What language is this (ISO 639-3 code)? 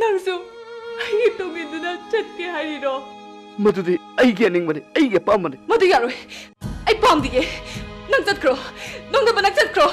mni